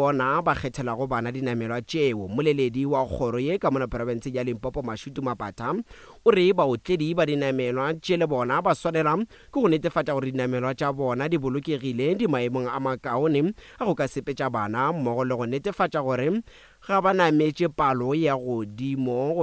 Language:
Northern Sotho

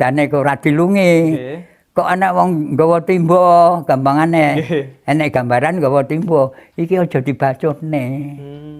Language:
Javanese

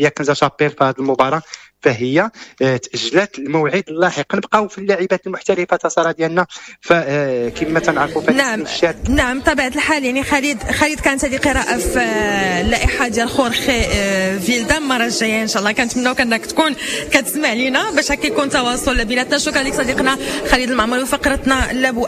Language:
Moroccan Arabic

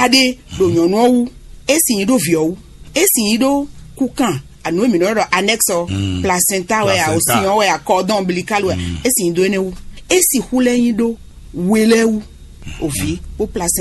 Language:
Fon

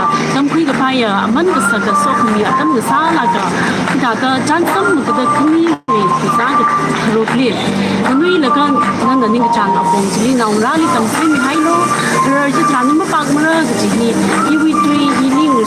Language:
Tangkhul Naga (India)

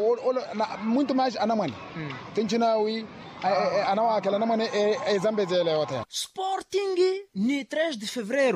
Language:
Makhuwa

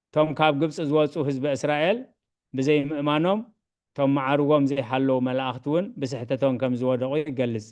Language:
Tigrinya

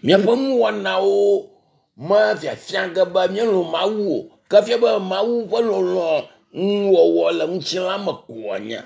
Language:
Ewe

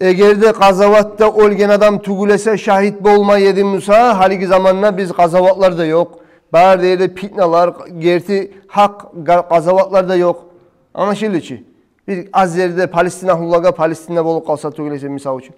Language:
Kumyk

